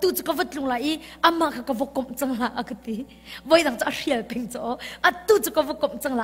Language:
Hakha Chin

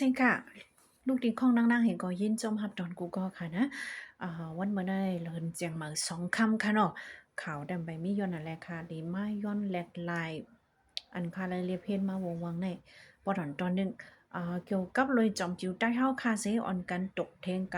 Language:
Shan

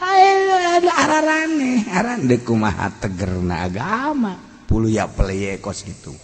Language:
Sundanese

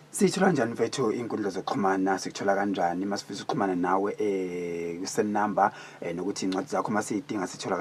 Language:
Zulu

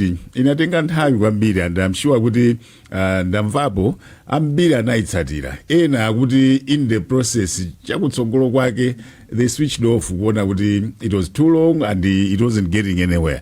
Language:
Nyanja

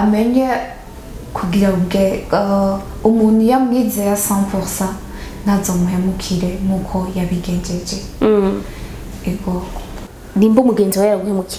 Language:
Rundi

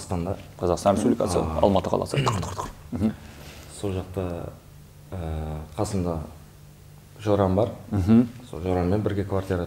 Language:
Kara-Kalpak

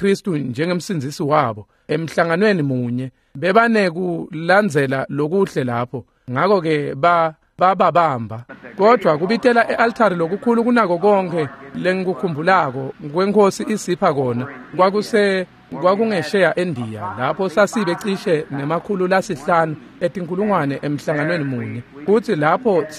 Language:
Swati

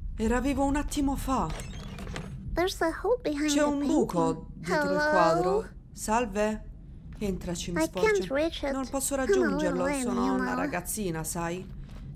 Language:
Italian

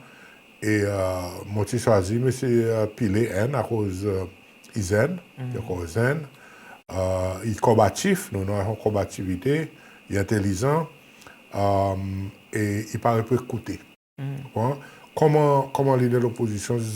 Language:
Seselwa Creole French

